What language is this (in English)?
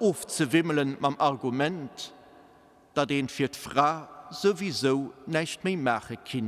Luxembourgish